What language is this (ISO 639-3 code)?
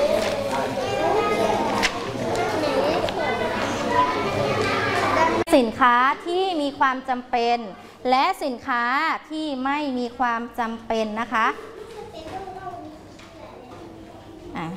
tha